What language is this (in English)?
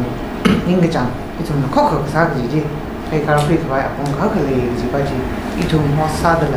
Tangkhul Naga (India)